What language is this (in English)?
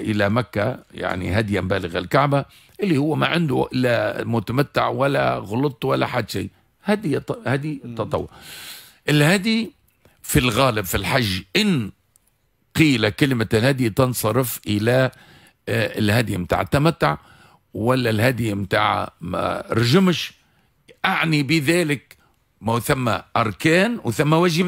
Tunisian Arabic